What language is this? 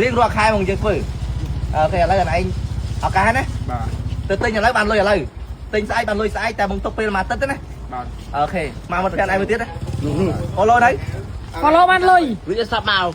Khmer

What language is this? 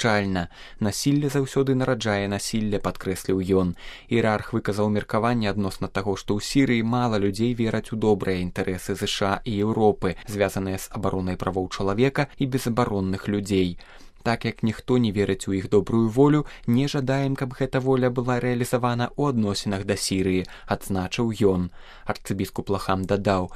Belarusian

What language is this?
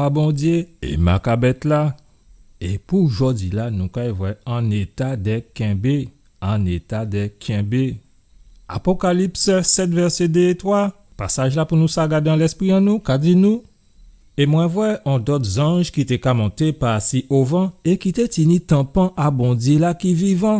Guadeloupean Creole French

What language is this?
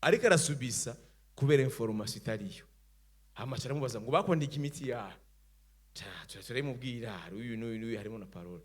Rundi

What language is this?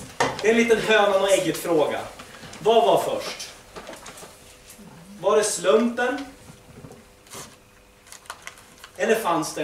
Swedish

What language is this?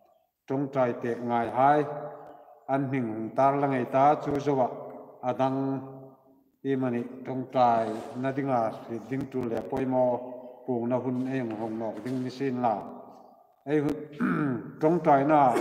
Hmar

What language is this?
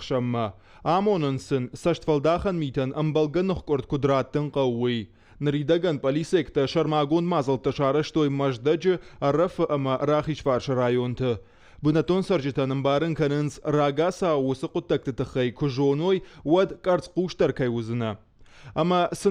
Ossetic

